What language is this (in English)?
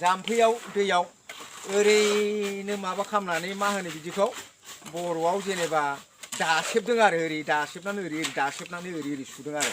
Bodo